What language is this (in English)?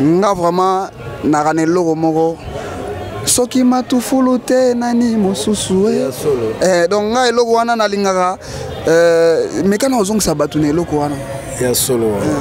Lingala